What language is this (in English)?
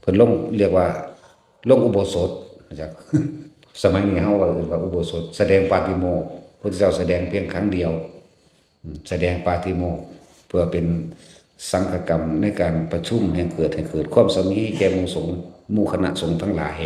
Northeastern Thai